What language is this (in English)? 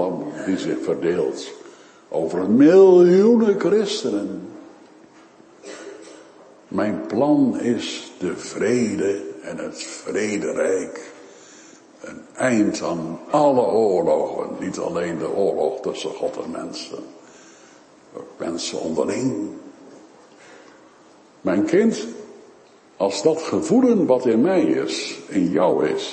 Dutch